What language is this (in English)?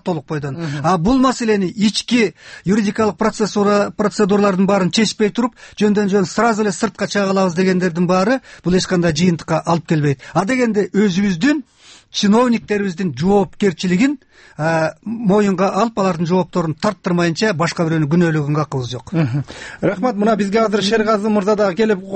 Kyrgyz